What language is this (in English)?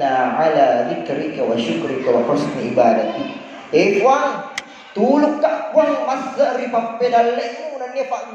Buginese